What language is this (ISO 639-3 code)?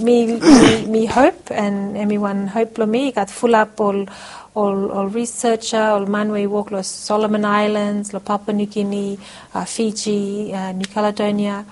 bis